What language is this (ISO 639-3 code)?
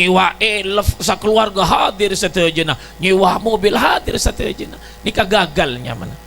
mad